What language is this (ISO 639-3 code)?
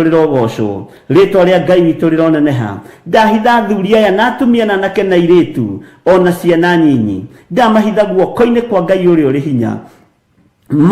kik